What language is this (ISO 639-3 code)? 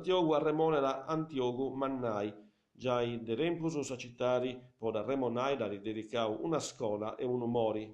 srd